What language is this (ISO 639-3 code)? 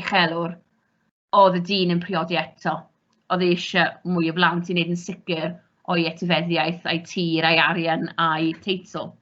cym